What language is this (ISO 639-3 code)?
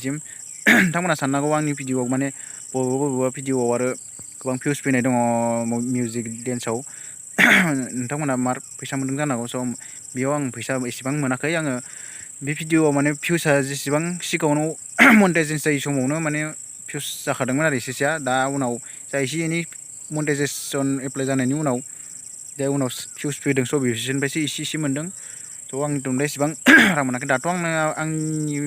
brx